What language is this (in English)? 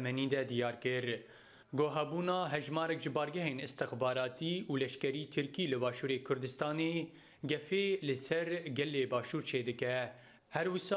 Kurdish